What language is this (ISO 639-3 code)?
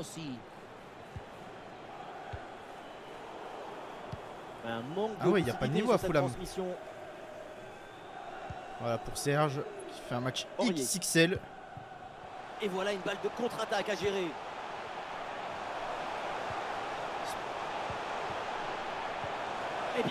fra